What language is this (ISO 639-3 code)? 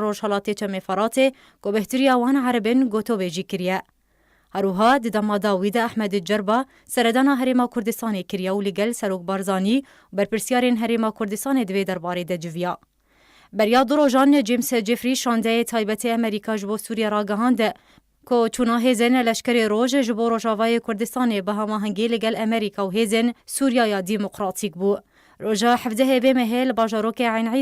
kur